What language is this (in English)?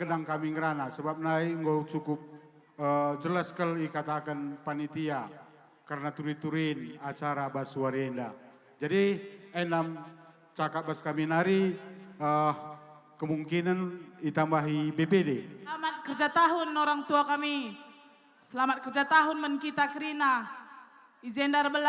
Batak Karo